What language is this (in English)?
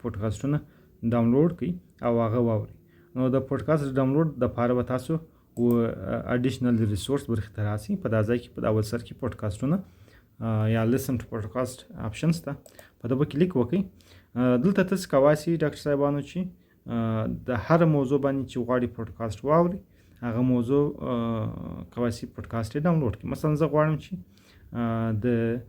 Pashto